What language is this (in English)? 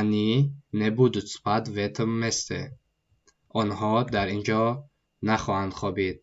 Tajik